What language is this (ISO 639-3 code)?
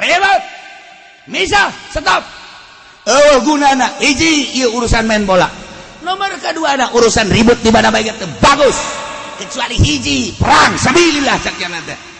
sun